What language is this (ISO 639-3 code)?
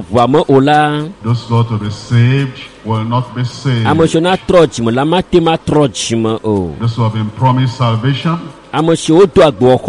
ewe